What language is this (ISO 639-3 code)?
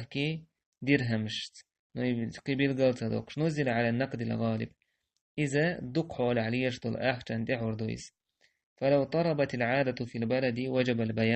che